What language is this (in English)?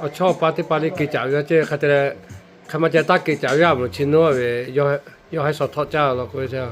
Lahu